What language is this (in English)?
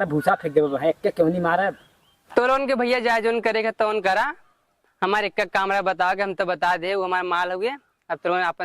Awadhi